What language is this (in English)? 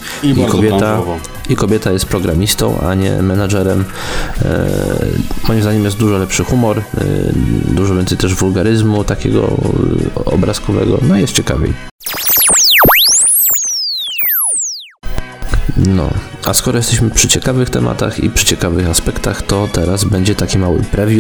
Polish